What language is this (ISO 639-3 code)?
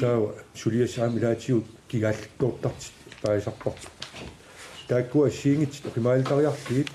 kal